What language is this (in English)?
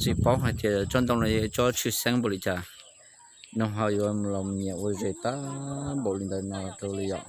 Hmong